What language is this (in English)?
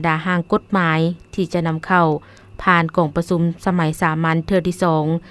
Lao